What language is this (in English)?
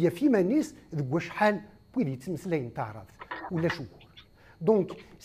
Kabyle